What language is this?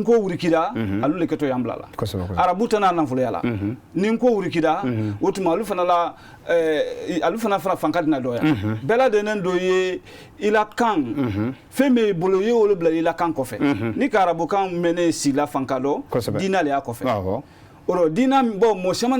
Bambara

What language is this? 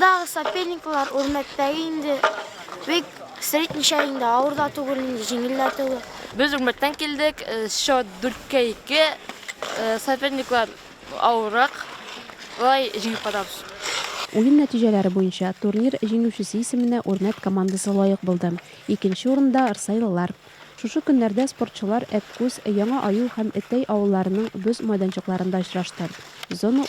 Tatar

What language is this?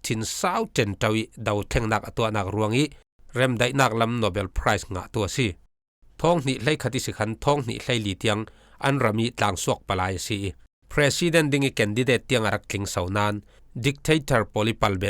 Falam Chin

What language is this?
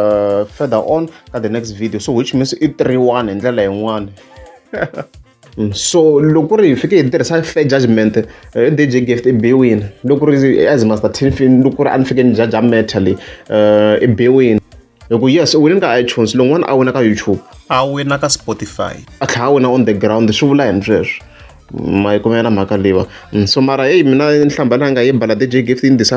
Tsonga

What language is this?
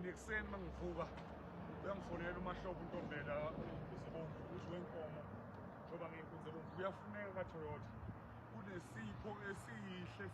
Zulu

